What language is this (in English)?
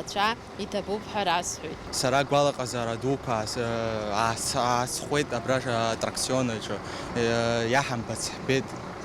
Abkhazian